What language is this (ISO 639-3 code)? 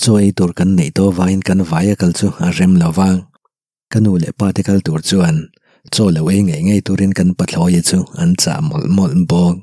lus